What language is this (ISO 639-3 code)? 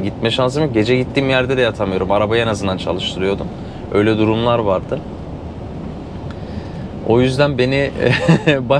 tur